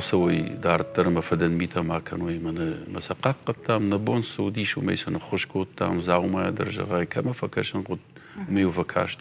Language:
Ossetic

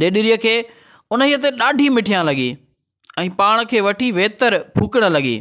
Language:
Sindhi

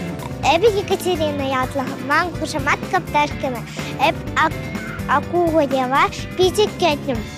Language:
Chuvash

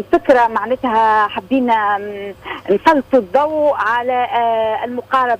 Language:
Tunisian Arabic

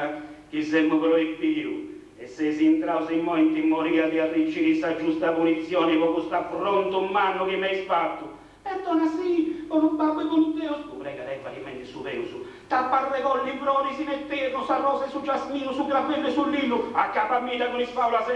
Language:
Sardinian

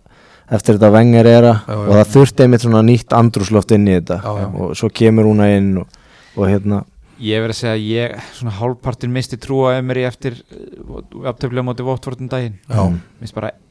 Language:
Icelandic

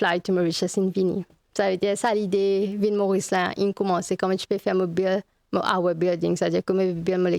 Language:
Morisyen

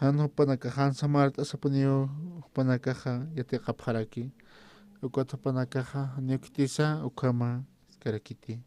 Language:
Aymara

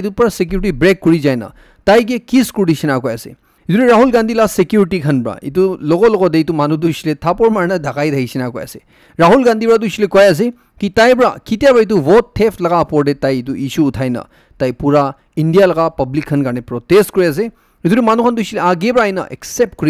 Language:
Naga Pidgin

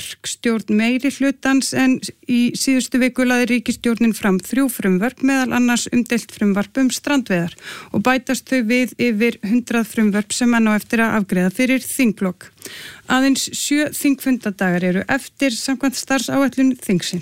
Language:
Icelandic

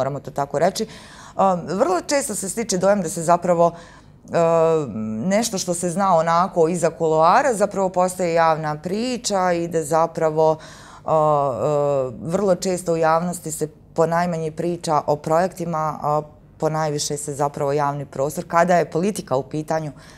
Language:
Bosnian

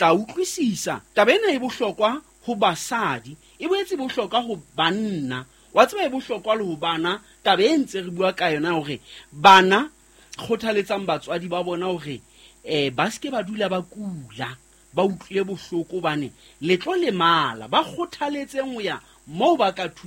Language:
Southern Sotho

